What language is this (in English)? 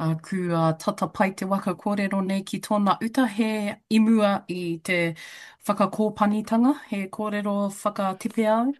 Māori